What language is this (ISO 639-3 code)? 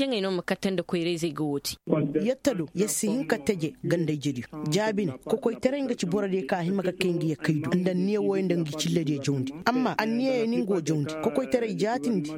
ses